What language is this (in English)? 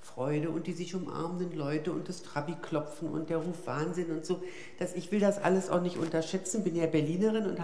German